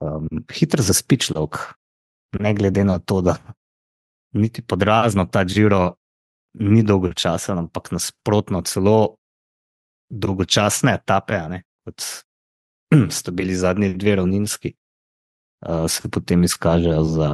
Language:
Slovenian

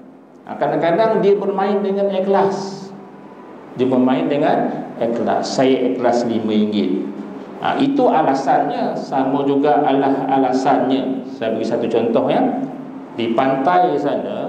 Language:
Malay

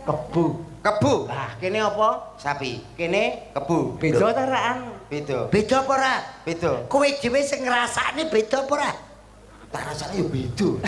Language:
Javanese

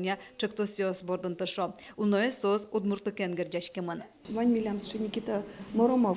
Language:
Udmurt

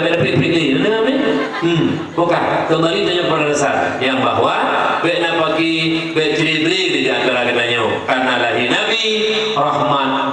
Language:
Achinese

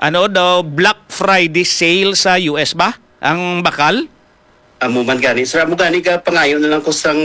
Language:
Hiligaynon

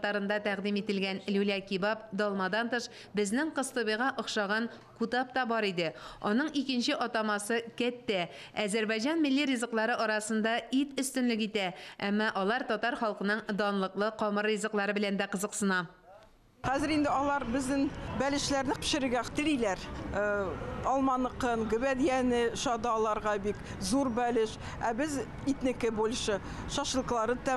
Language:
Tatar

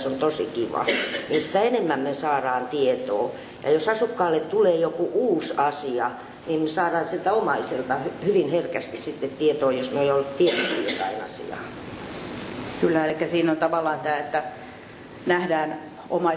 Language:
Finnish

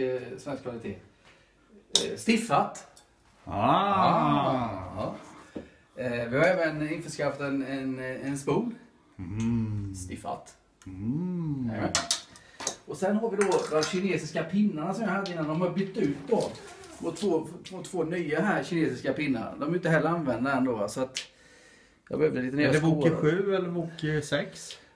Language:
Swedish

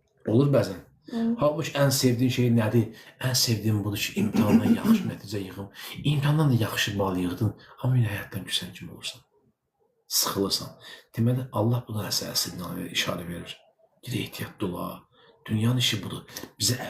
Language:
Azerbaijani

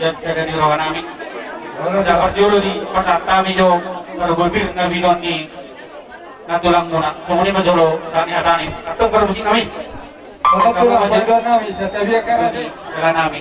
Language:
Batak Toba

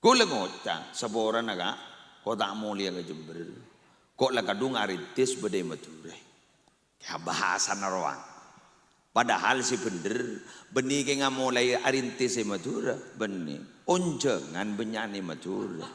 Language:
Madurese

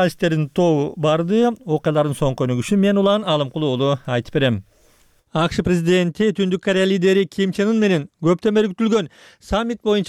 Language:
Kyrgyz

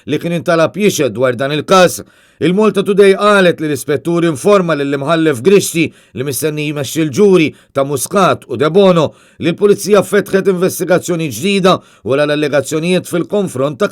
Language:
Maltese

